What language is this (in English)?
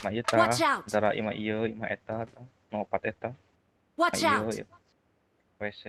Sundanese